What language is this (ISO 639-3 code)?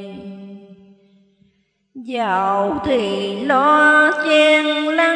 vie